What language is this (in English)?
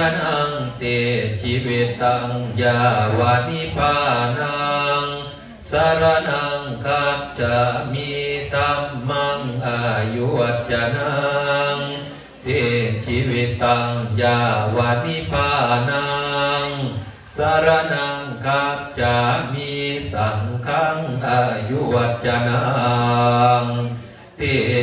Pali